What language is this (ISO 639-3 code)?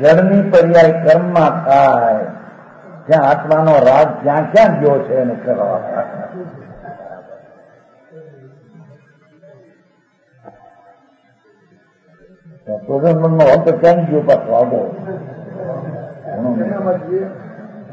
guj